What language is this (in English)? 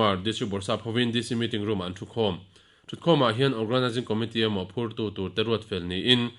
Mizo